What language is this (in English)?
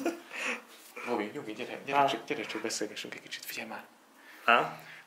Hungarian